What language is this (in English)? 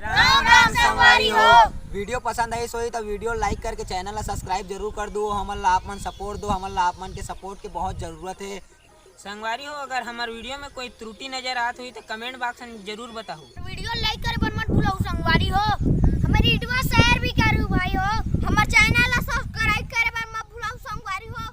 Chhattisgarhi